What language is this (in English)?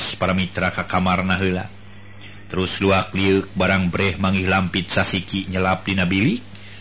Sundanese